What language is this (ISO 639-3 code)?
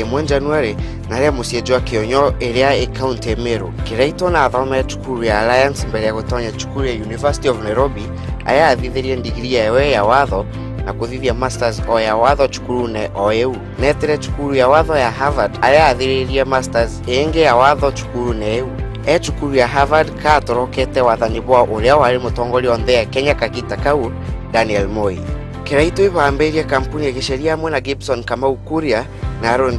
mer